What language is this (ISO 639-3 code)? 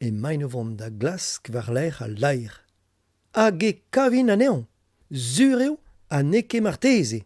bre